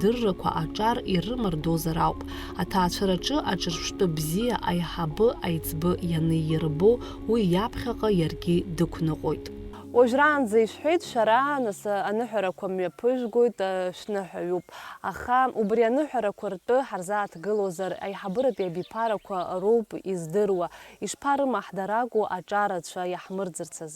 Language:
Abkhazian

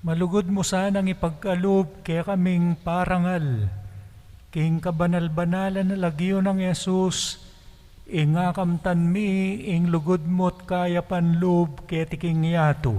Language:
Pampanga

